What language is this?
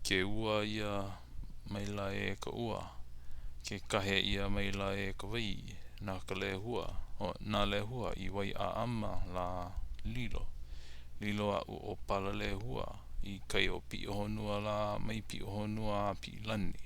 Hawaiian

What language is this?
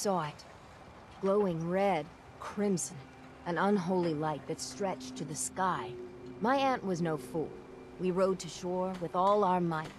English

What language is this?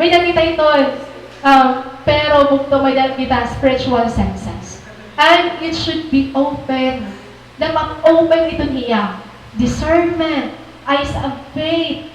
Waray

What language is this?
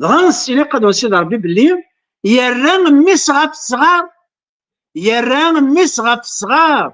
Kabyle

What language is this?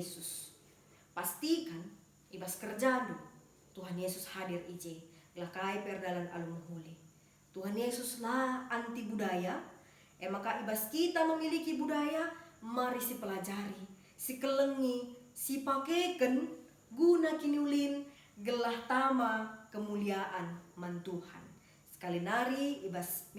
Batak Karo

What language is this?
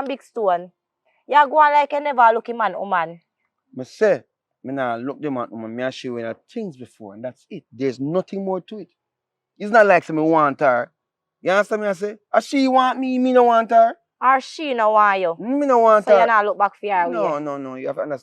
Jamaican Creole English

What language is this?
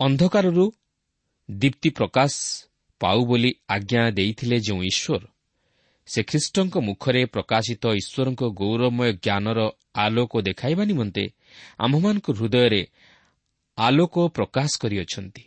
Odia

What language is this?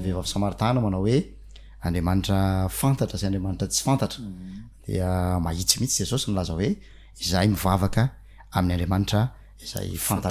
Malagasy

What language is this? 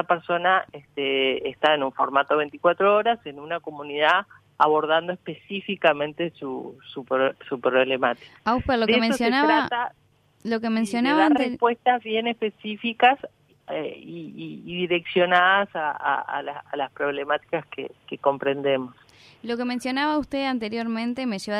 Spanish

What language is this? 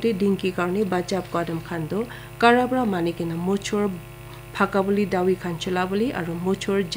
Naga Pidgin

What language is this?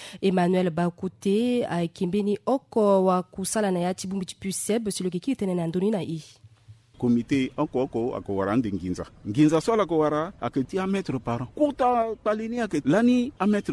Sango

